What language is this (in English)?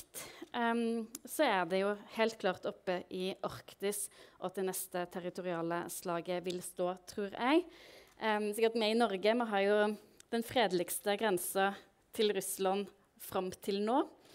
Norwegian